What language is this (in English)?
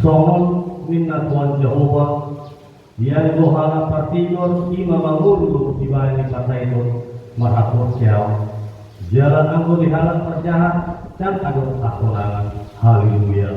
Batak Toba